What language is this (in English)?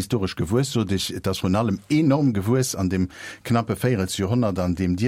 Luxembourgish